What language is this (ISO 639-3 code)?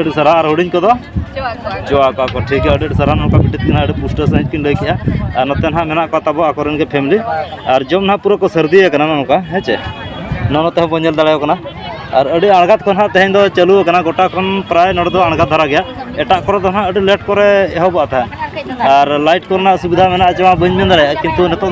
sat